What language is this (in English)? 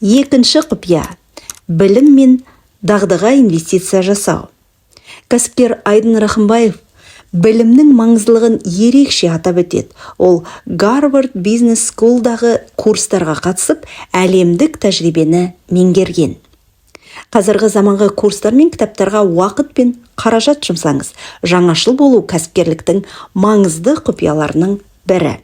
Kazakh